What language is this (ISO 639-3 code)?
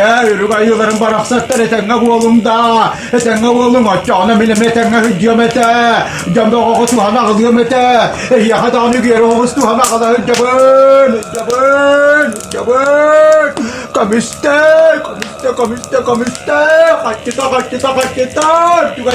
sah